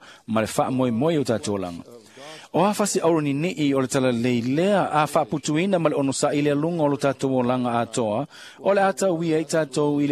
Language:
Samoan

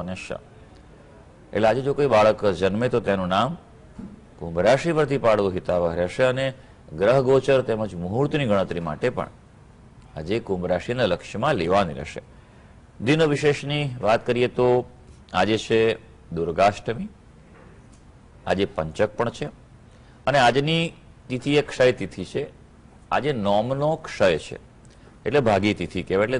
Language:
Gujarati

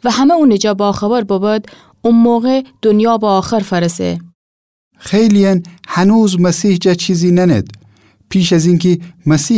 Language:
Gilaki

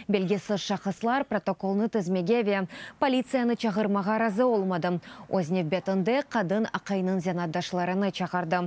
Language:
Crimean Tatar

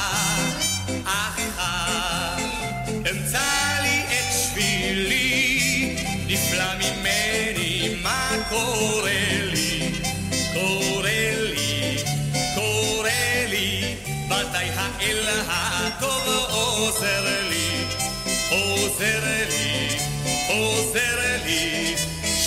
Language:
Hebrew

